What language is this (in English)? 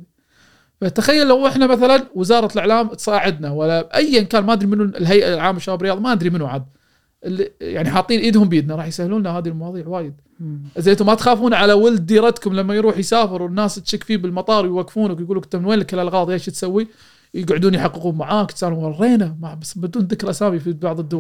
Gulf Arabic